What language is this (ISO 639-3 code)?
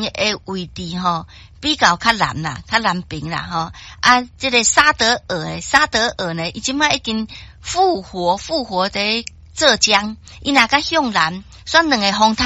nan